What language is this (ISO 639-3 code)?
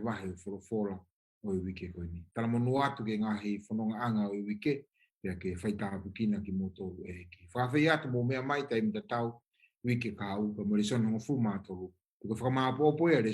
ton